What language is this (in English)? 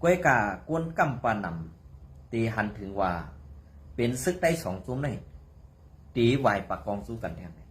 Shan